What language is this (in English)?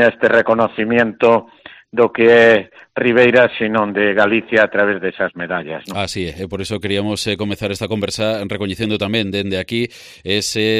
Galician